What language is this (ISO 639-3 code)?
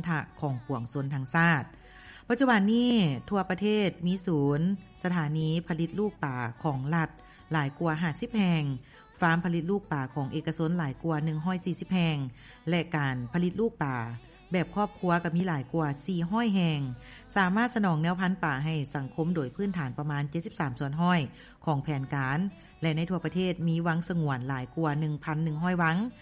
lao